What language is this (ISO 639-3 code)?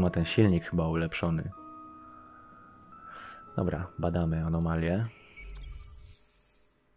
pol